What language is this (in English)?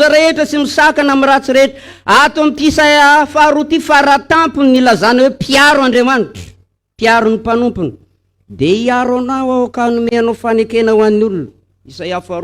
Malagasy